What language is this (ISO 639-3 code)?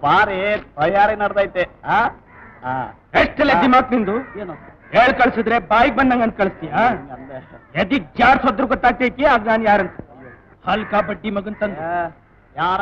kan